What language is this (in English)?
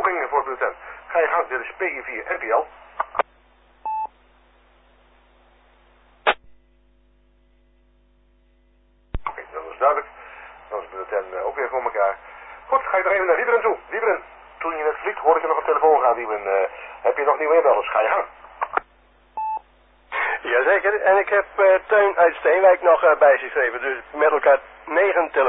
Dutch